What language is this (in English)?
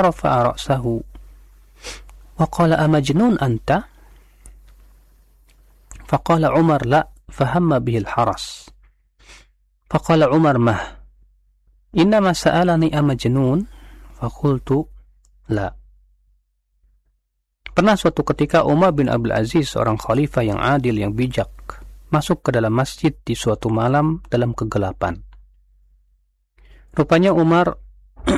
Indonesian